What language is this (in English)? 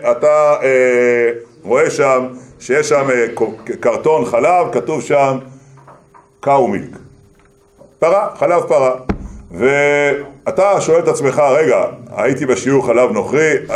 Hebrew